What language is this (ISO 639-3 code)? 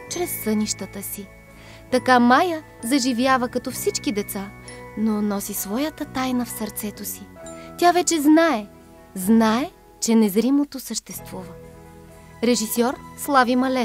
bul